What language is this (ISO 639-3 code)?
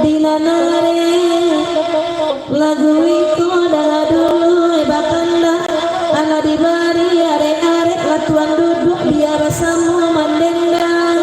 min